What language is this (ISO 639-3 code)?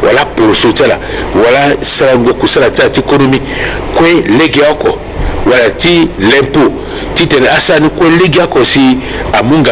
sag